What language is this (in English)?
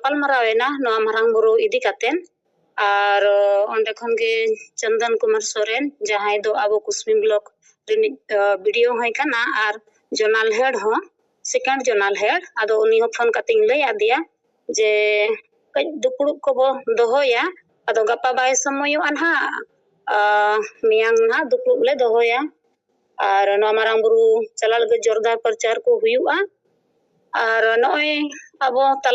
Santali